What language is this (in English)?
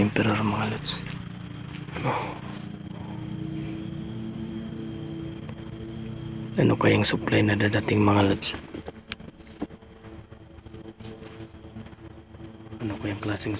Filipino